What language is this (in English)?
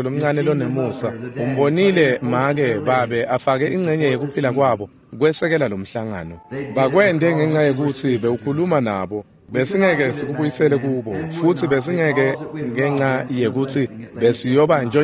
Swati